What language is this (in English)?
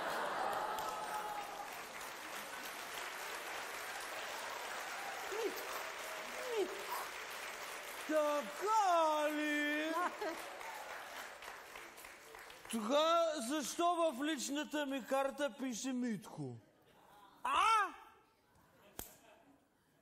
Bulgarian